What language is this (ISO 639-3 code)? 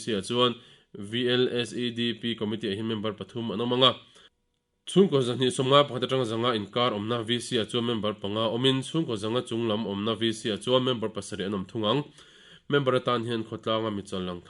lus